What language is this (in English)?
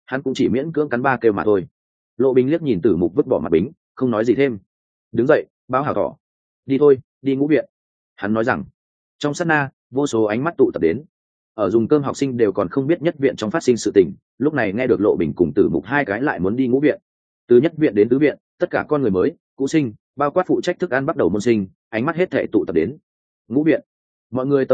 Vietnamese